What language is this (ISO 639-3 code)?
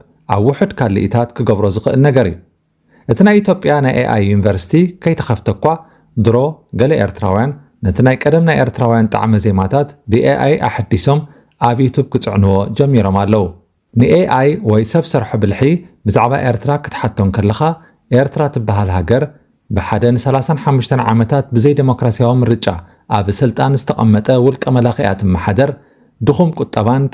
tir